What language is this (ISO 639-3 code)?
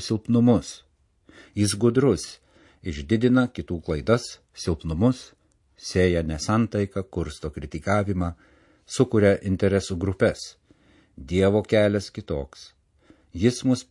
lit